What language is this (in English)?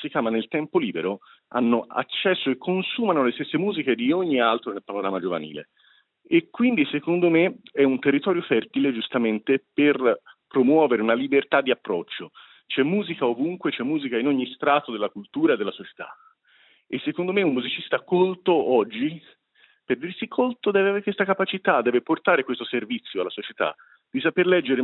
Italian